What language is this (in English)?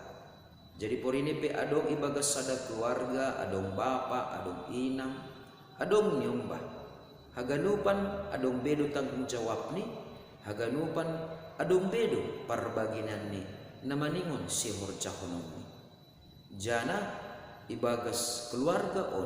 Batak Simalungun